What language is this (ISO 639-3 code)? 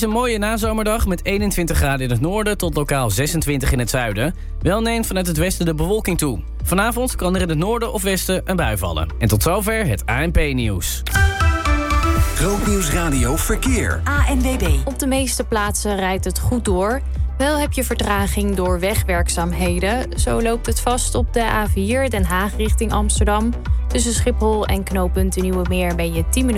nld